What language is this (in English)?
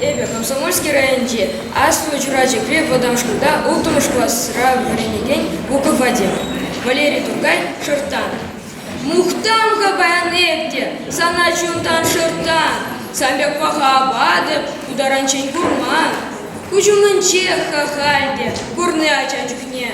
Chuvash